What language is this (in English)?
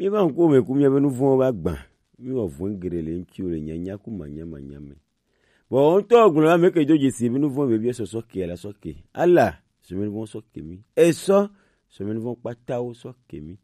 Gen